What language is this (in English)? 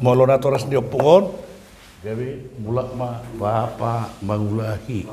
Batak Toba